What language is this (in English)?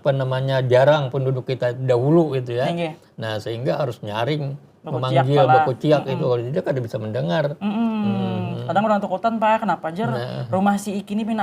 Banjar